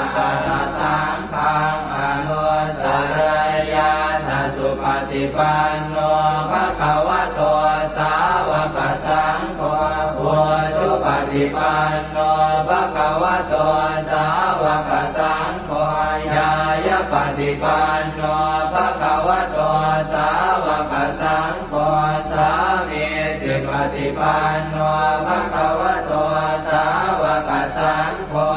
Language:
Pali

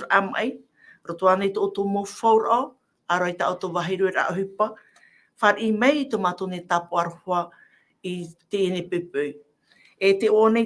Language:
Tahitian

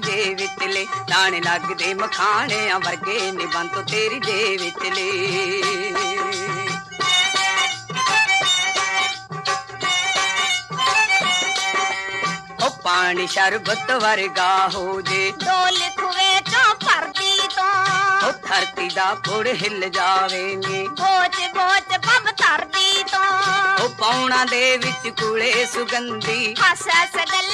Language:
Punjabi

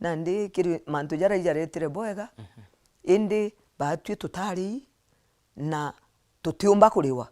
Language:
Meru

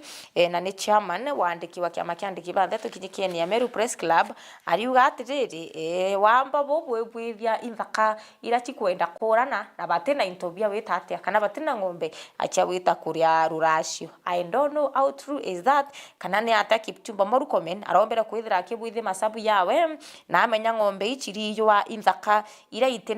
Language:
Meru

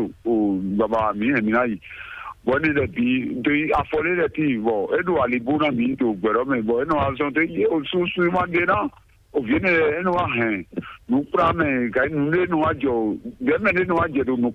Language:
Fon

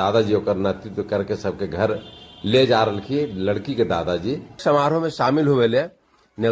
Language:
Magahi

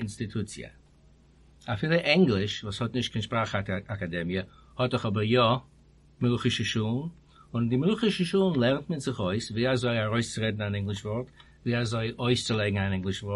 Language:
Yiddish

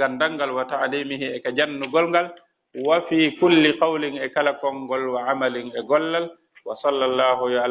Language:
Fula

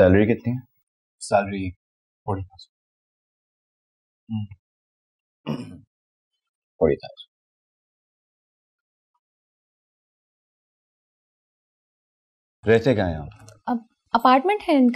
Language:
Hindi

